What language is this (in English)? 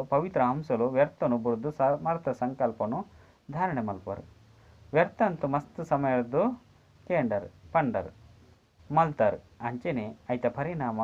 Tulu